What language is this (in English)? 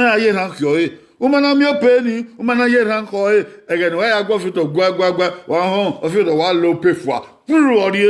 Bini